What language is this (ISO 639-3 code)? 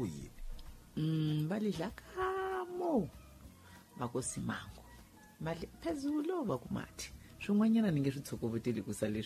tso